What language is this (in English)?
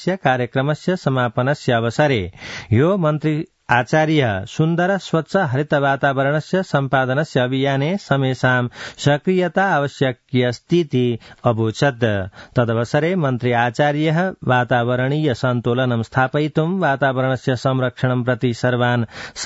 Sanskrit